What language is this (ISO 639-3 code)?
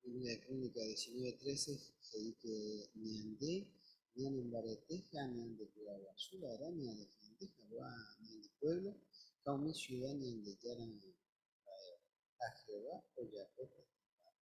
grn